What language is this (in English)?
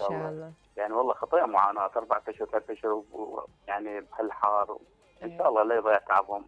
Mesopotamian Arabic